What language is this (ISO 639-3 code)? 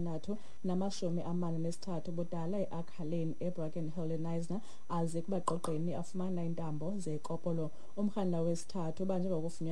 xho